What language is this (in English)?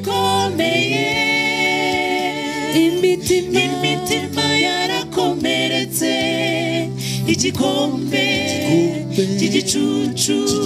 Kinyarwanda